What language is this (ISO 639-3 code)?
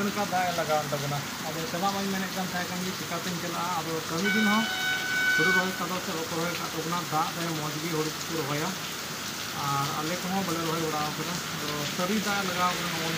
sat